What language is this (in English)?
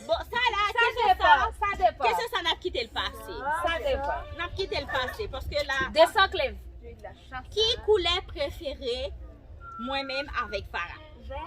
Haitian Creole